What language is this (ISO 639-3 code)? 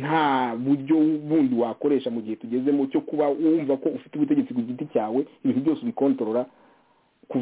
kin